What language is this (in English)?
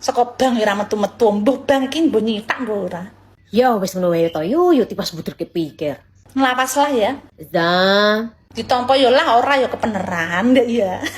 Javanese